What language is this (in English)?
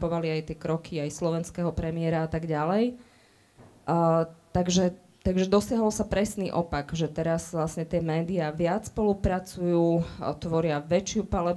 Slovak